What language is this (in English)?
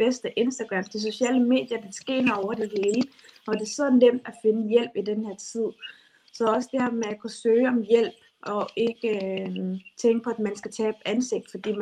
Danish